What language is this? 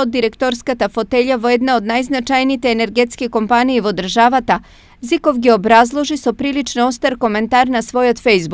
Macedonian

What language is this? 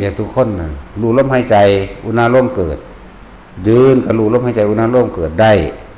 Northeastern Thai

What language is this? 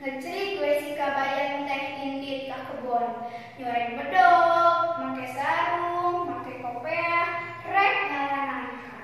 Sundanese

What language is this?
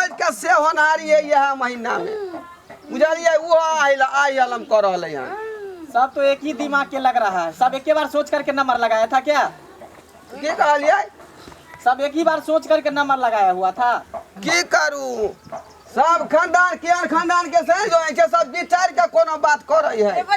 Maithili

